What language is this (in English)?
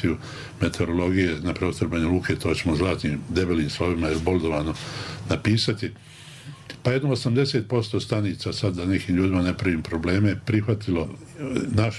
Bosnian